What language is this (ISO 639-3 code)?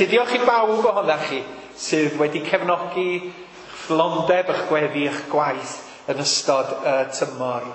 cym